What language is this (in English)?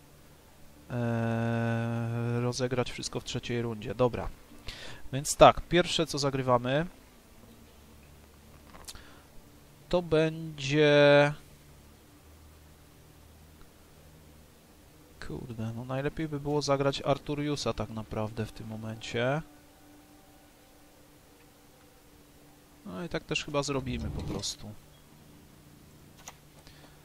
Polish